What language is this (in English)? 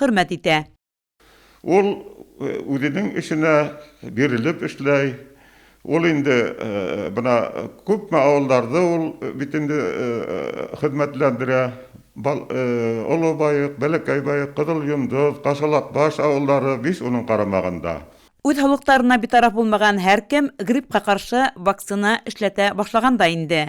Bashkir